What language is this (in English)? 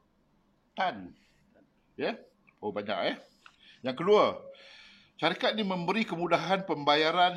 Malay